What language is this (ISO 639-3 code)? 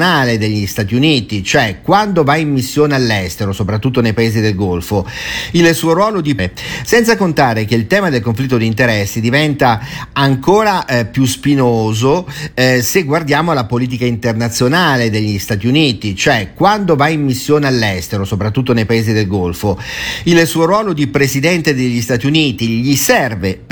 ita